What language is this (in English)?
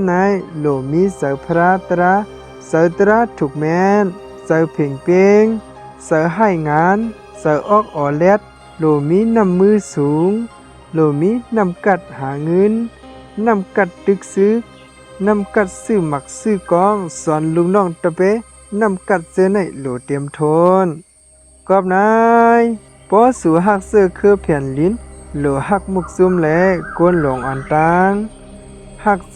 Shan